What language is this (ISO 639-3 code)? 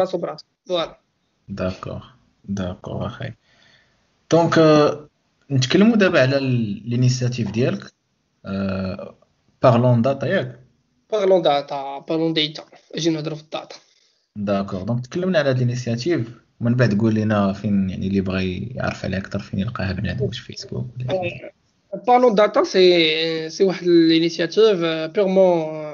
ary